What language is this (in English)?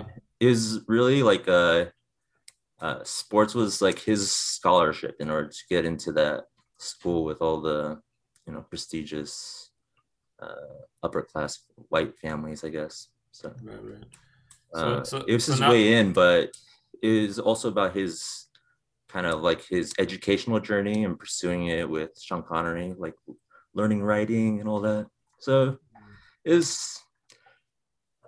English